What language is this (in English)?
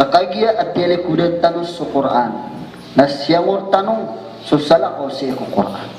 Maranao